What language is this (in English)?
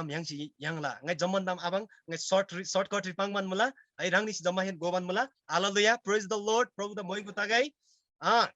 Eastern Tamang